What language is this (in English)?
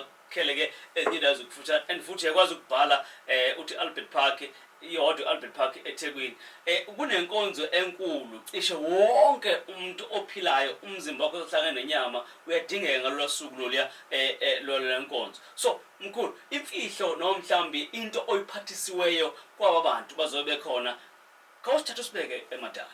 Zulu